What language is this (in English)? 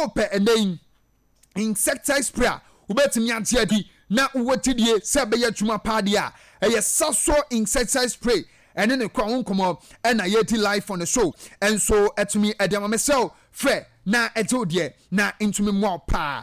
Akan